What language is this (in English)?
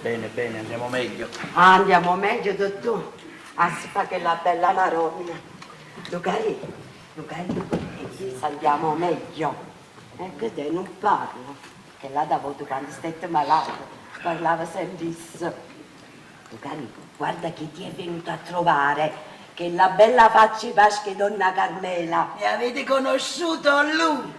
Neapolitan